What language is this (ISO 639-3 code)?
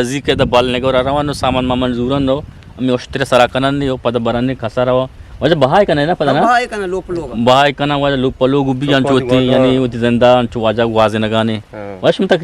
bgp